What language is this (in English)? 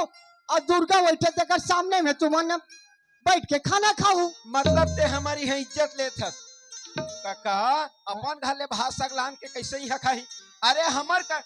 Chhattisgarhi